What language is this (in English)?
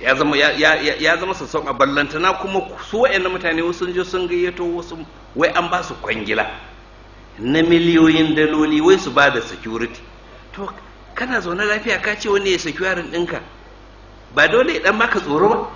Hausa